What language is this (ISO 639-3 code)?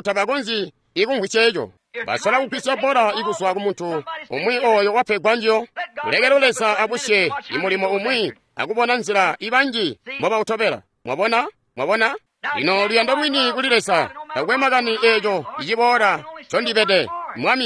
toi